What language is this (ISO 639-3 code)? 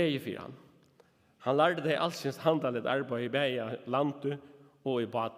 fao